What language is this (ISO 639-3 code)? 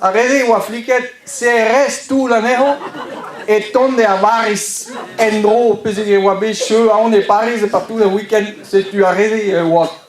bre